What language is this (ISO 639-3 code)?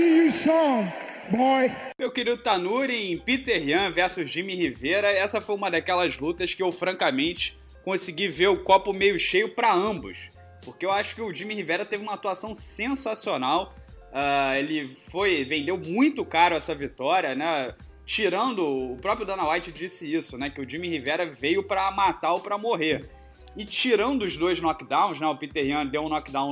por